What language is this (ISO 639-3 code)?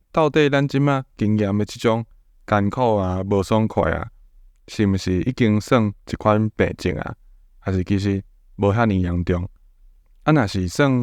nan